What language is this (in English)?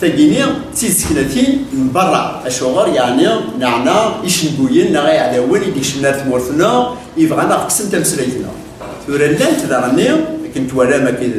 Kabyle